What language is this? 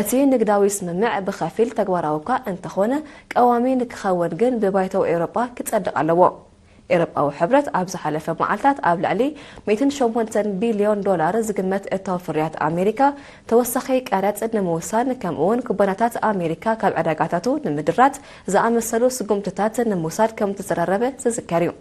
Tigrinya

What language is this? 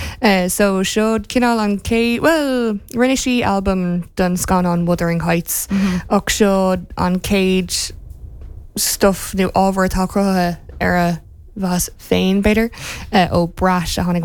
Irish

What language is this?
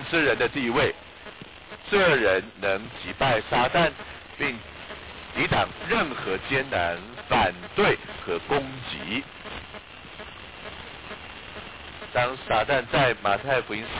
Chinese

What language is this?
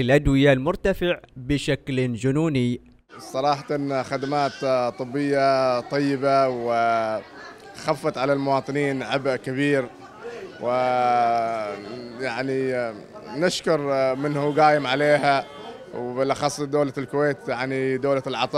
Arabic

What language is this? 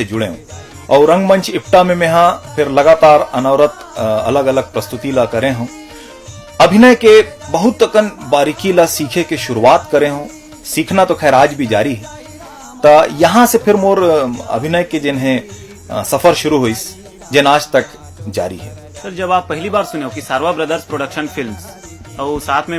Chhattisgarhi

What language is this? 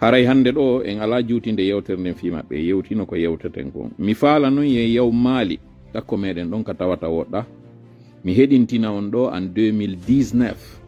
Fula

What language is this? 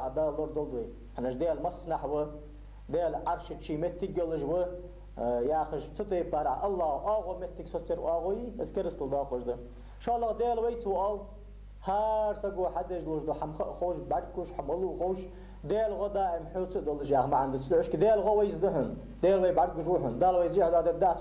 Ingush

